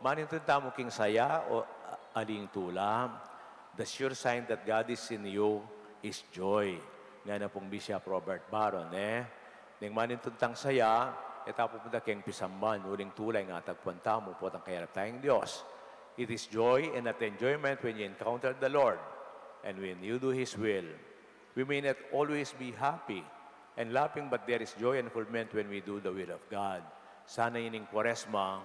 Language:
Pampanga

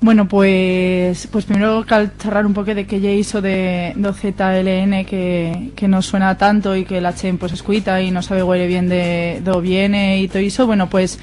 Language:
Aragonese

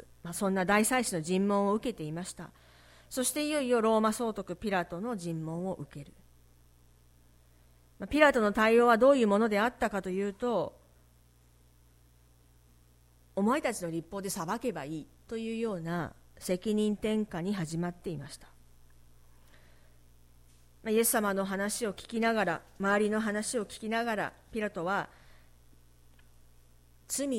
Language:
Japanese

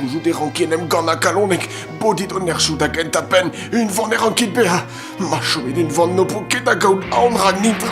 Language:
Breton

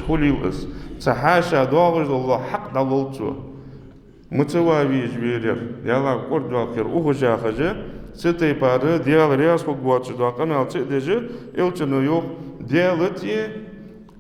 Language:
Ingush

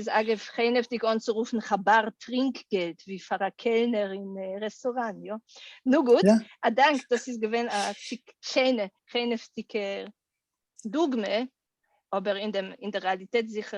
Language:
Yiddish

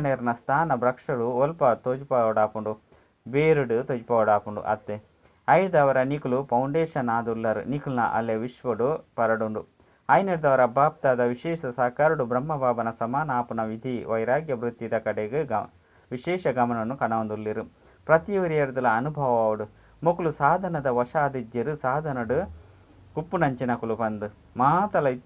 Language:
Tulu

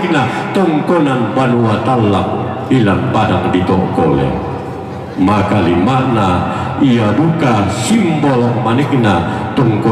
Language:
Toraja-Sa'dan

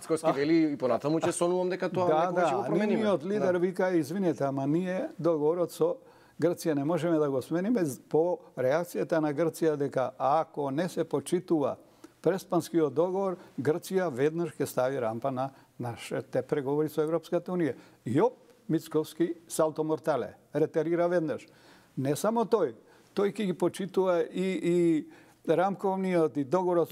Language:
Macedonian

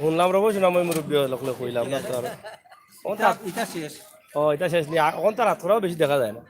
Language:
Sylheti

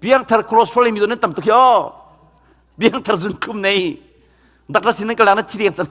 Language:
Hakha Chin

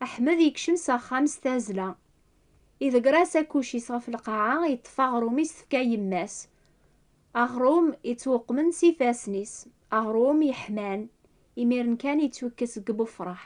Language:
Kabyle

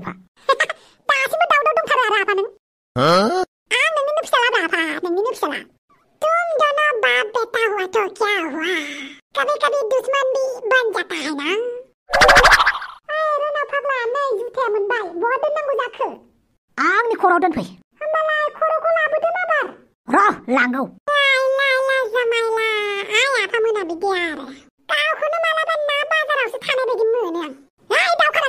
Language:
Bodo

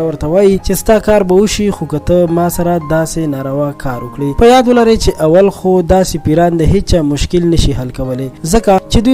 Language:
Pashto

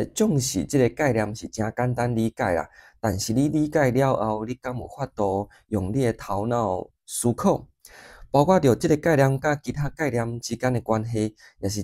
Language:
Min Nan Chinese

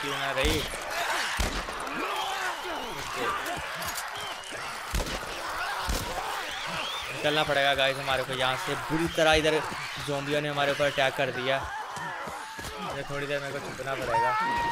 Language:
Hindi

